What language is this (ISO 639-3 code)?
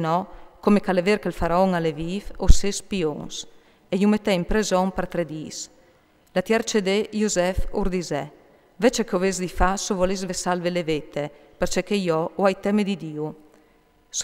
fur